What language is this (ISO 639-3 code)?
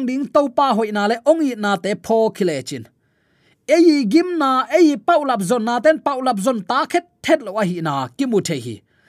ctd